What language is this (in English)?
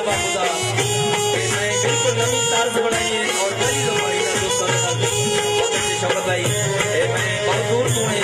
Saraiki